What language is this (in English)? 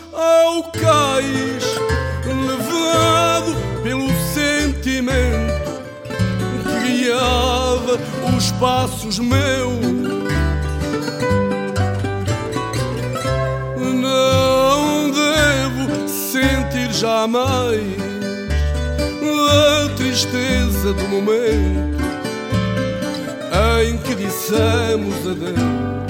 Portuguese